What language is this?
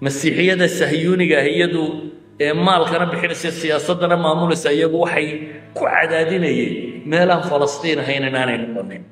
Somali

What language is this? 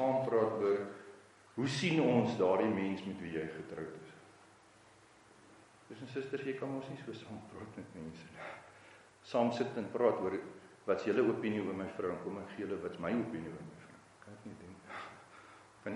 Afrikaans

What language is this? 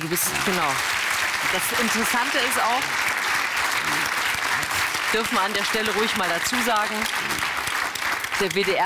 German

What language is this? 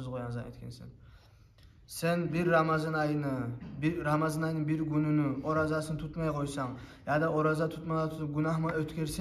Kumyk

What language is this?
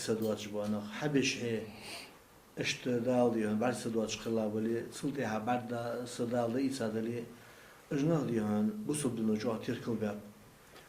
Ingush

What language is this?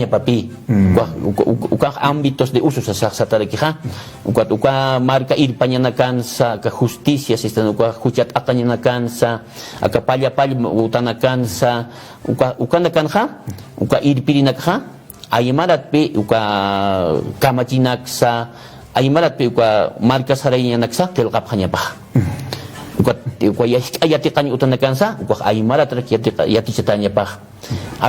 Aymara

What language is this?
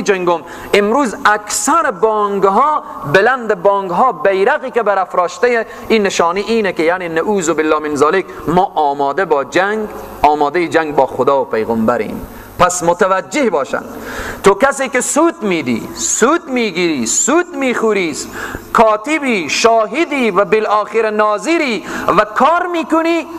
Persian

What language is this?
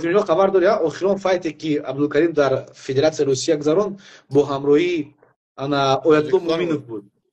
Persian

